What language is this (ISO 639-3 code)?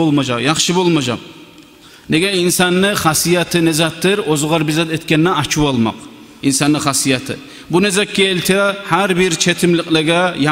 kum